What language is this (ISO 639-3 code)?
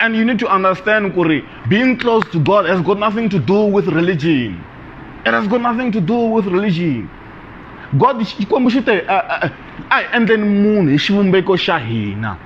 tso